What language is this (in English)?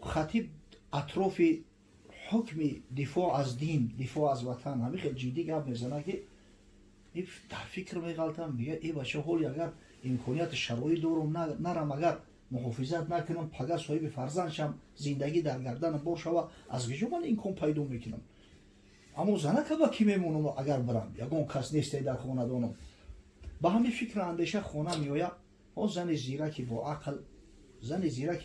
Tajik